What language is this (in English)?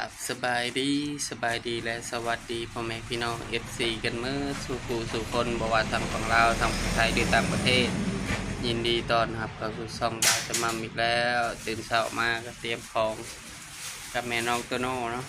Lao